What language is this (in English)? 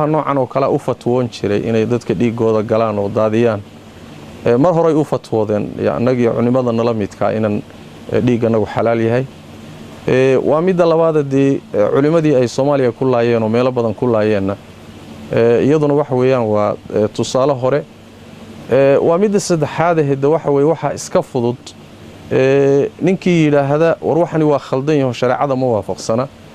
Somali